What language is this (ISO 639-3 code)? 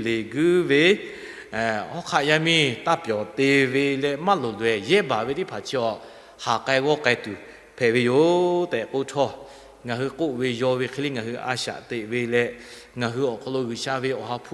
lhu